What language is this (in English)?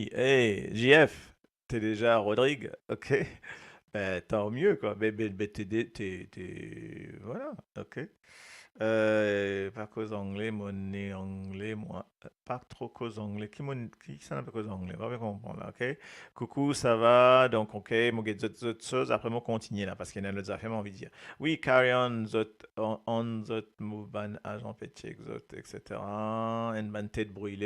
Morisyen